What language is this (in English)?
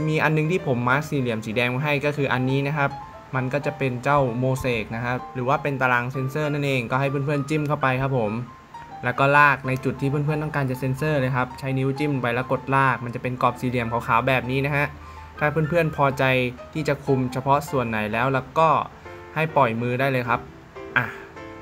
Thai